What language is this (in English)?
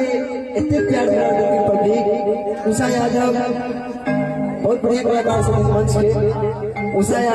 Maithili